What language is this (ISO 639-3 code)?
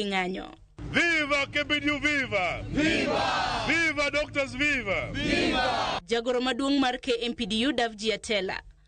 luo